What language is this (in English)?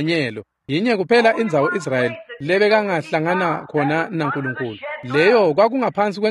Swati